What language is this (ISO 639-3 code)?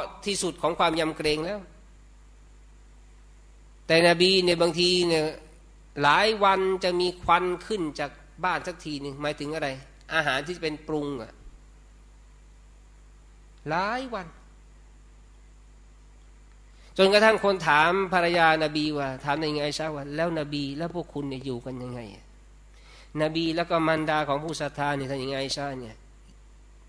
tha